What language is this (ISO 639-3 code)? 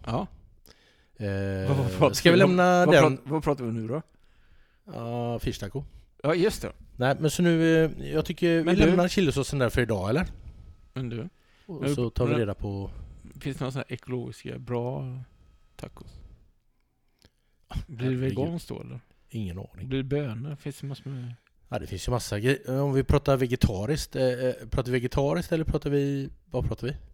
swe